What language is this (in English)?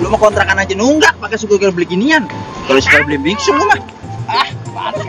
Betawi